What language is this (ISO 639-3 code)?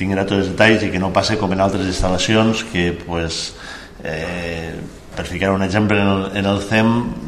cat